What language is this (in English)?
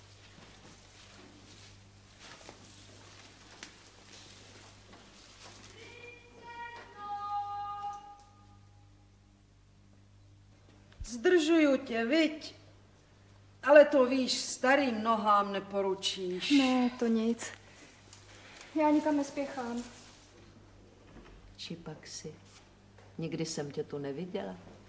Czech